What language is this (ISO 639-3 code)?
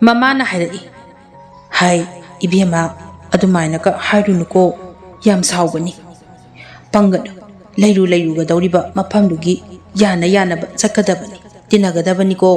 mni